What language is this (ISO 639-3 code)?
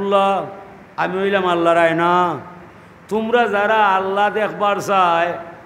syl